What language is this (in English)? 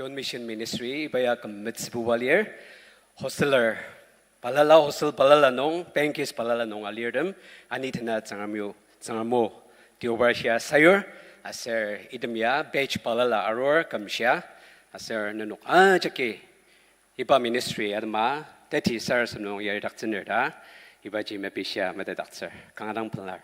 Ao Naga